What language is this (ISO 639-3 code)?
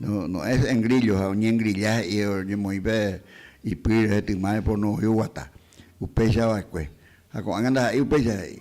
grn